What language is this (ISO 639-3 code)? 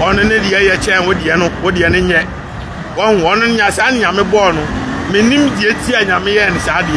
aka